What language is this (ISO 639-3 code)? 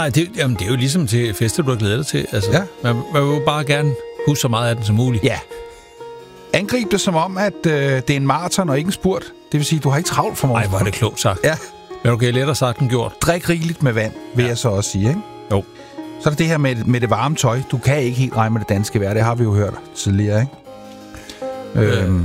dan